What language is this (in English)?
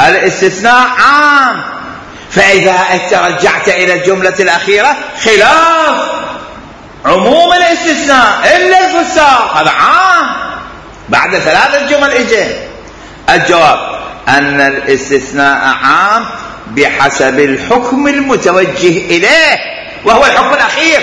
Mesopotamian Arabic